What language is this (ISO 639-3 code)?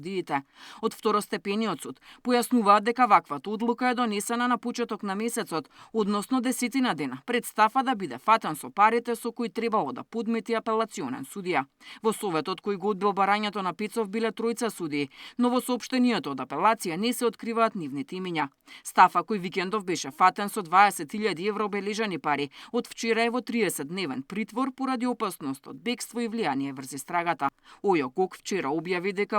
mkd